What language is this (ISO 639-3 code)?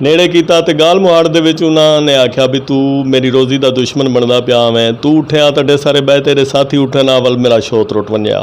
skr